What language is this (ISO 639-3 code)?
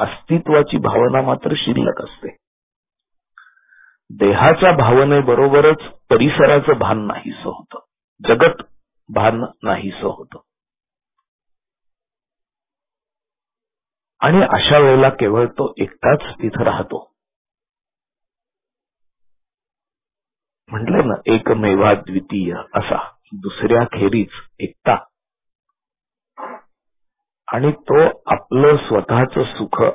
mar